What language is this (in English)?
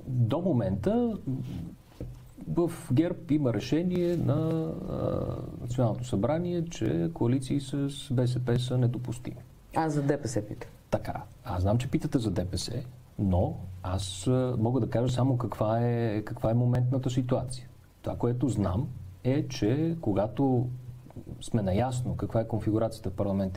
Bulgarian